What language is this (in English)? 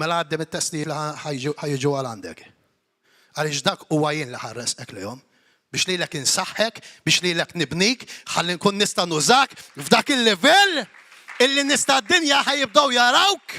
Maltese